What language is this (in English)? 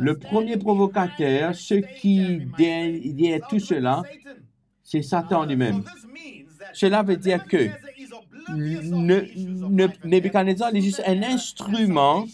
Morisyen